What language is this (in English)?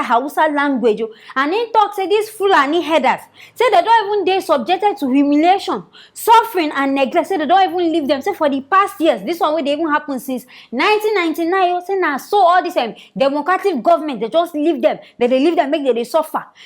Nigerian Pidgin